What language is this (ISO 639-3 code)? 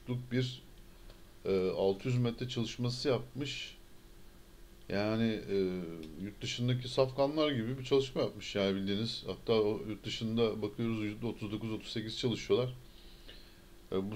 tur